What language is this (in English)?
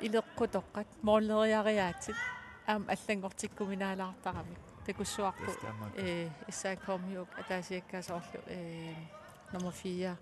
Kalaallisut